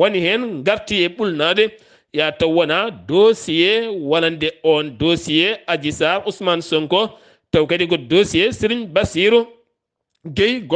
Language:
Fula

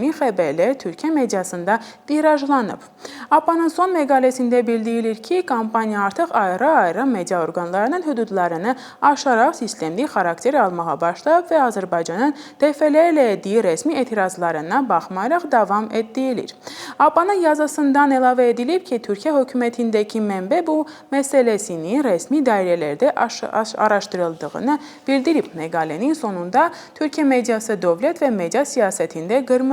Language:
Azerbaijani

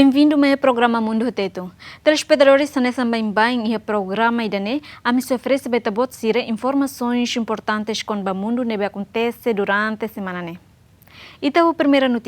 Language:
Tetum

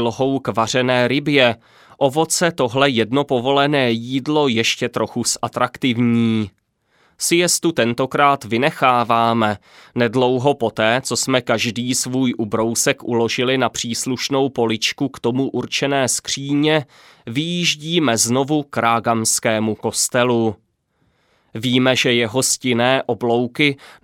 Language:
Czech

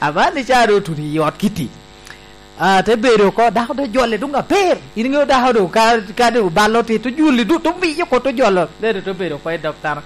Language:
Lango (Uganda)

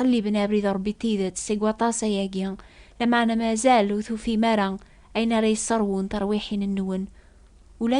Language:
Kabyle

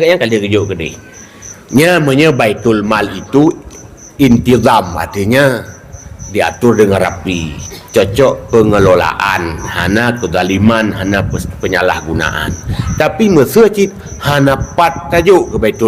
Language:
Achinese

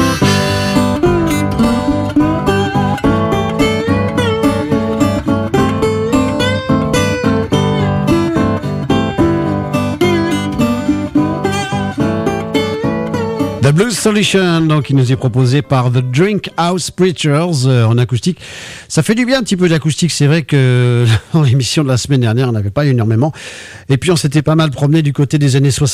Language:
French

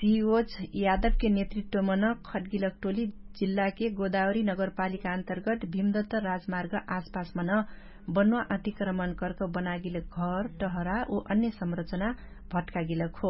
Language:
Dangaura Tharu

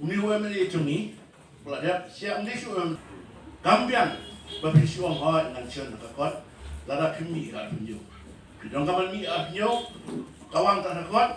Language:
Khasi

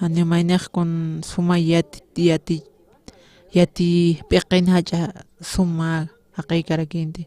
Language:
Aymara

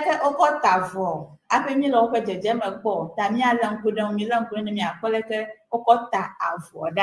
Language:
Ewe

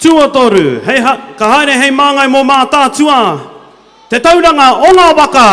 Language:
Māori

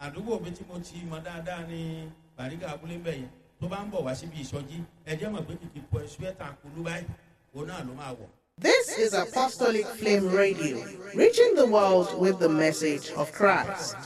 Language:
Yoruba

